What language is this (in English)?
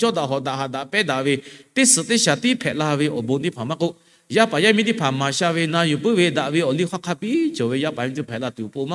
Lahu